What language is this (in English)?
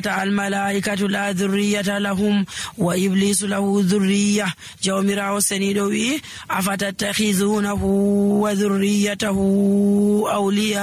Nigerian Fulfulde